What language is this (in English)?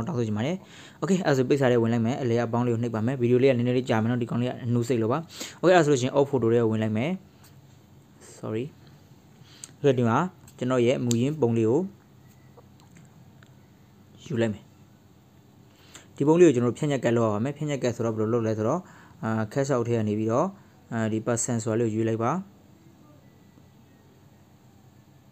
Burmese